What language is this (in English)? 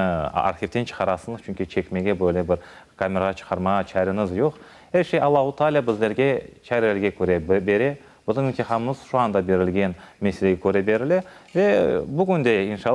Crimean Tatar